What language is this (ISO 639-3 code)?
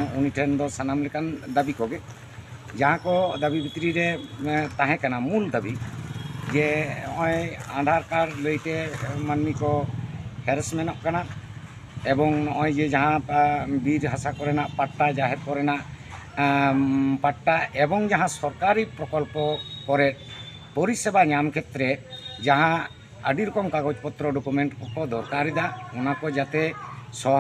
sat